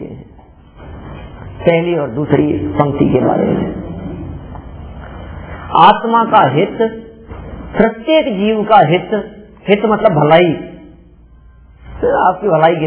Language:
Hindi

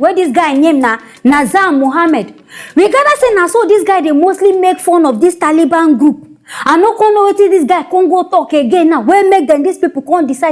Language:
Nigerian Pidgin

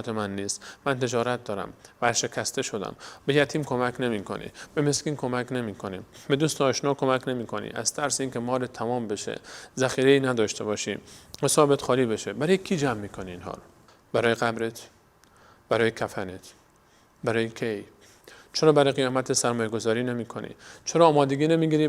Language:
Persian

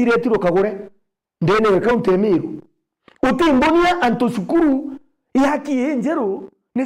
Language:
Meru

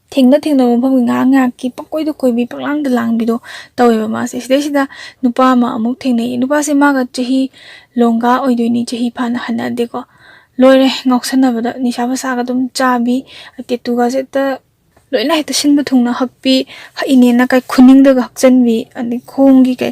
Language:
Manipuri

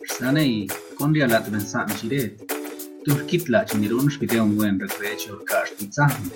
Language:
San Pedro Quiatoni Zapotec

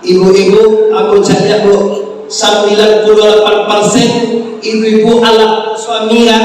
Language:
Minangkabau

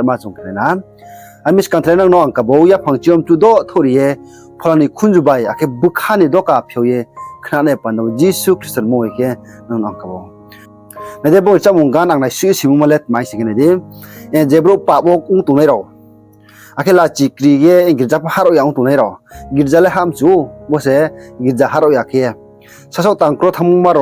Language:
Riang (India)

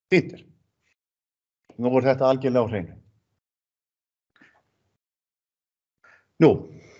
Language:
Icelandic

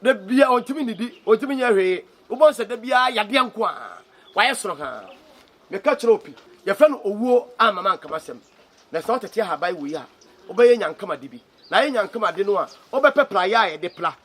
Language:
Akan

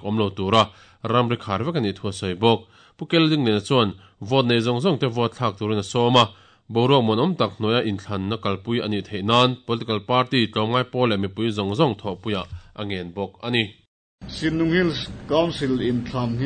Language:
Mizo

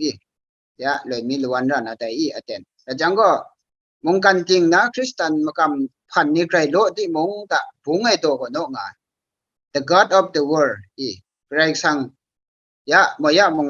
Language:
Kachin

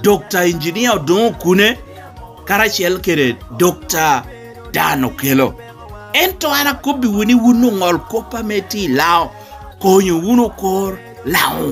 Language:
Lango (Uganda)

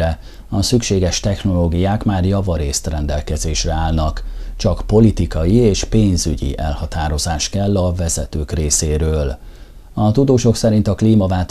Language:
Hungarian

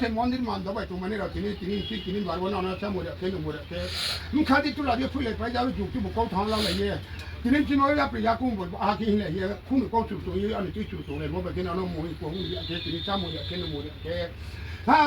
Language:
Riang (India)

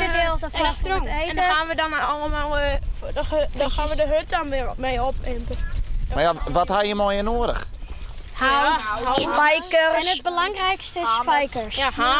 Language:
Western Frisian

